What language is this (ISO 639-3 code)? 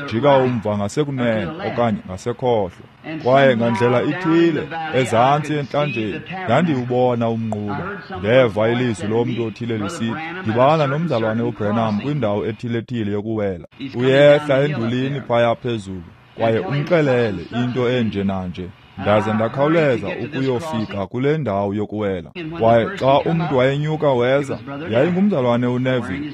xho